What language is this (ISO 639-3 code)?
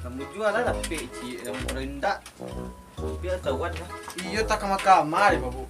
min